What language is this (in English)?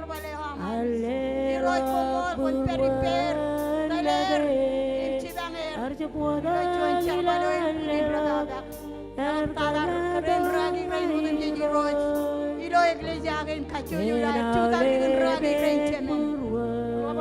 Marshallese